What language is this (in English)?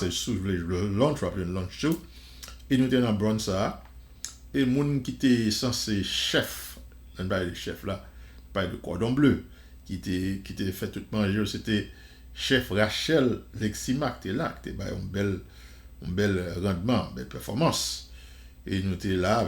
Haitian Creole